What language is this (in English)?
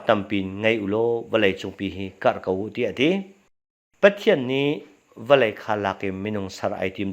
Hakha Chin